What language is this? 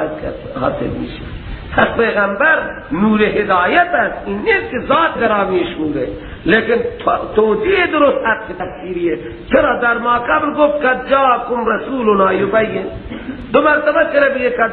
Persian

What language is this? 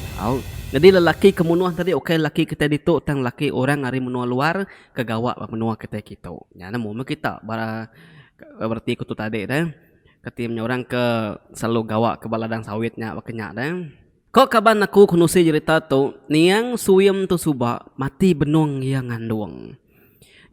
Iban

